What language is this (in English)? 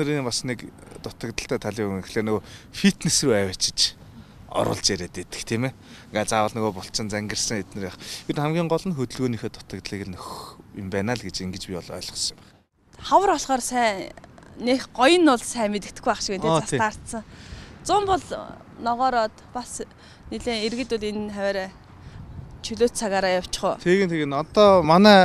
Mongolian